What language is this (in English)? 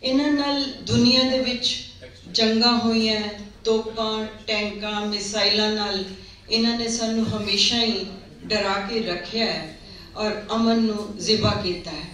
Western Panjabi